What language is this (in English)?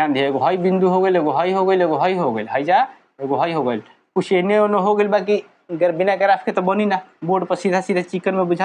Bhojpuri